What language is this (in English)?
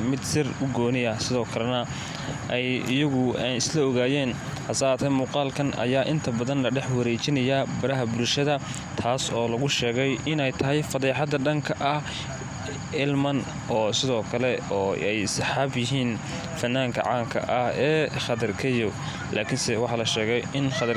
Somali